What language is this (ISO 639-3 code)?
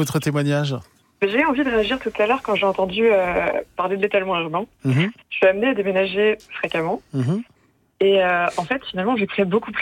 fra